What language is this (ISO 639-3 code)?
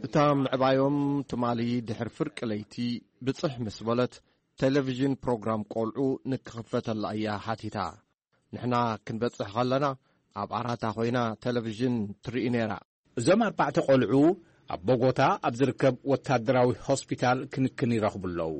tir